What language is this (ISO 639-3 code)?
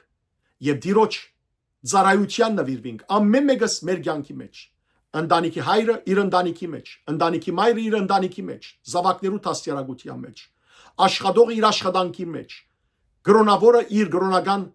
hyw